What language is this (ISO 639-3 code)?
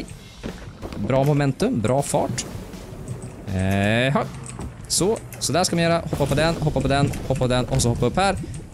swe